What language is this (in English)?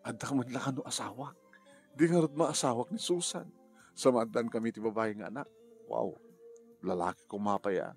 Iloko